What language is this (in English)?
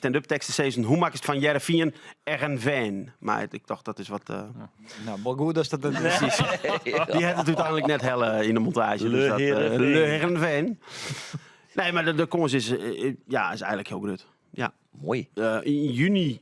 Western Frisian